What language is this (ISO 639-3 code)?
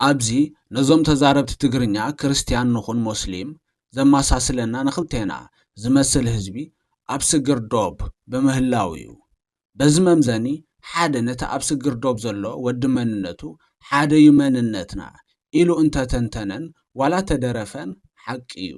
tir